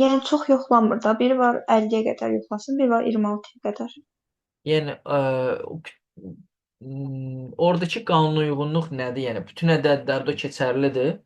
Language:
Azerbaijani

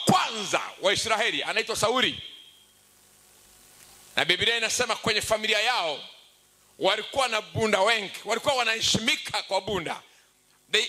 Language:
Swahili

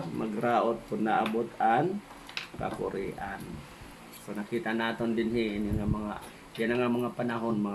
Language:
Waray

